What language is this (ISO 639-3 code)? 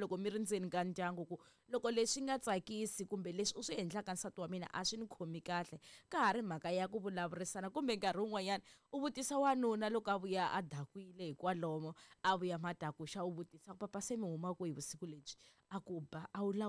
tso